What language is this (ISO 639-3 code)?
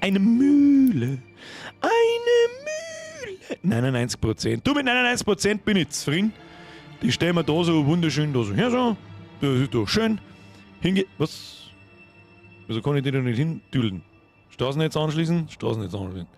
bar